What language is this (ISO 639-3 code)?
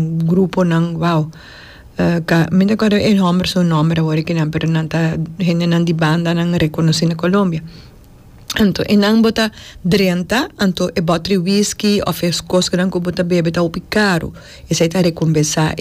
pap